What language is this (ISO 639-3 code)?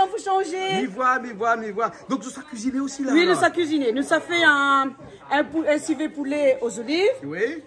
rcf